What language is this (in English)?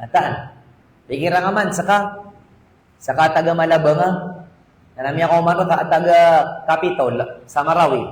Maranao